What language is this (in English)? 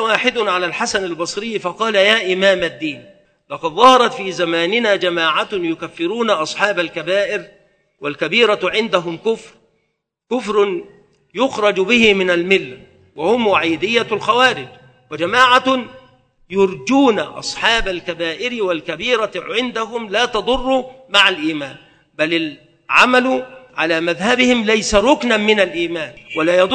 Arabic